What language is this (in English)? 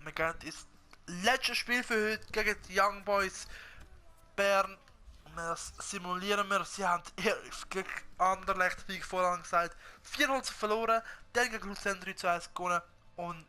Swiss German